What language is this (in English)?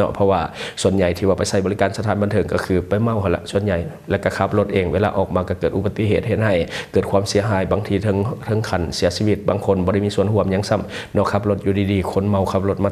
Lao